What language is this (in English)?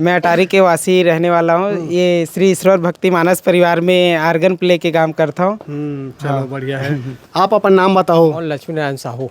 Chhattisgarhi